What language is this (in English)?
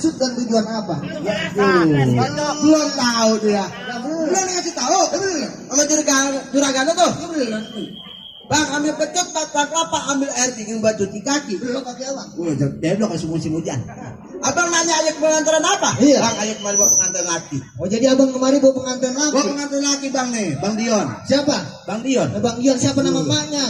Betawi